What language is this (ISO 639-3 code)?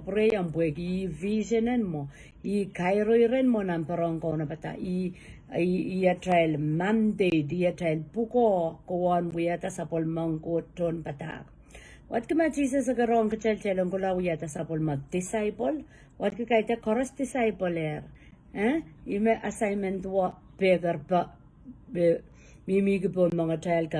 pon